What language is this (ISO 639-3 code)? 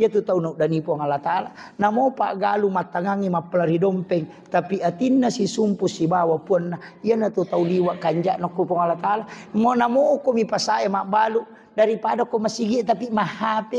bug